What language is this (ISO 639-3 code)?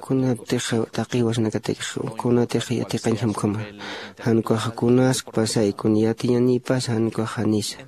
aym